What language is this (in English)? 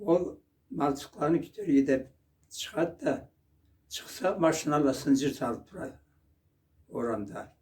Karachay-Balkar